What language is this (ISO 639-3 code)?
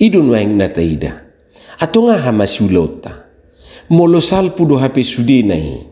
bbc